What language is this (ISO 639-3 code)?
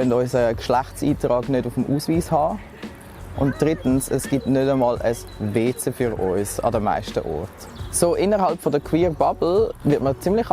gsw